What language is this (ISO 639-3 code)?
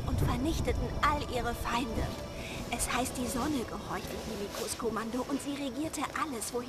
gsw